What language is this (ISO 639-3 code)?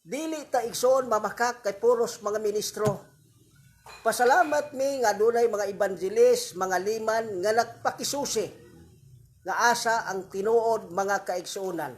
ceb